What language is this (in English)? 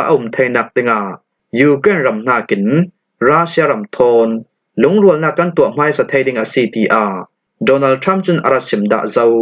Falam Chin